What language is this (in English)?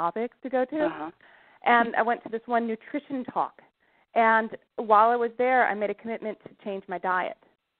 English